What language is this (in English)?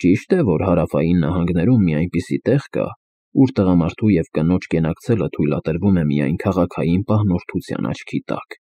Armenian